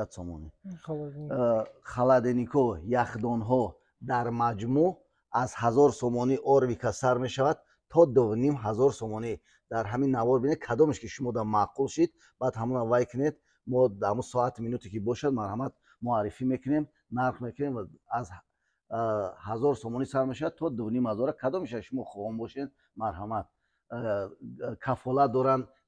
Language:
Tajik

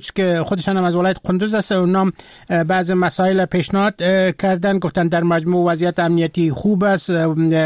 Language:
Persian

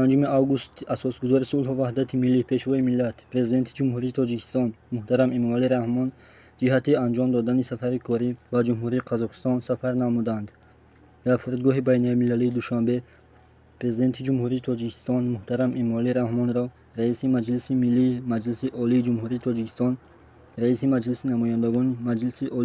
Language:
Tajik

